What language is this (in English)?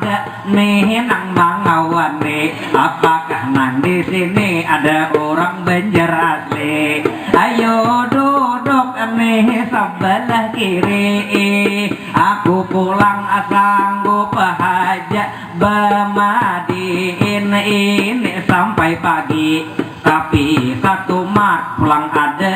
Banjar